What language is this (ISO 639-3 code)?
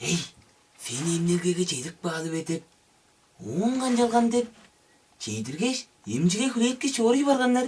tyv